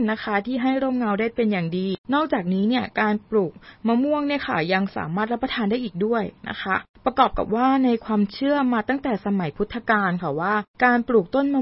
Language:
Thai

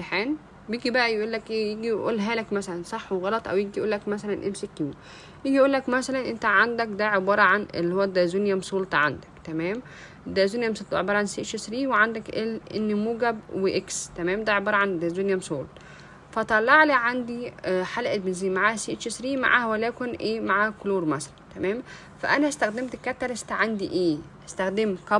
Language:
Egyptian Arabic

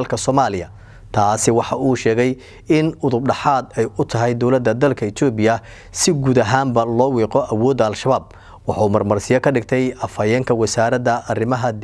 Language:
Somali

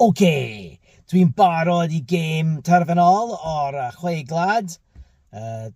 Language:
Welsh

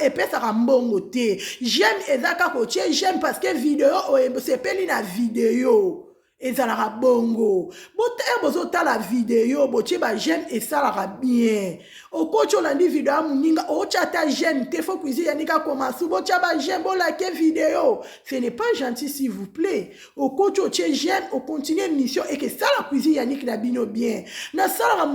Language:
Lingala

